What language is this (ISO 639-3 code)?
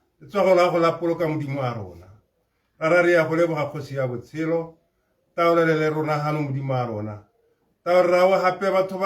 tsn